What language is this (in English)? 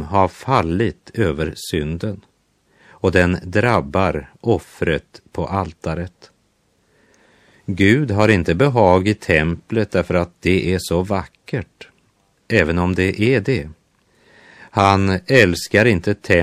Swedish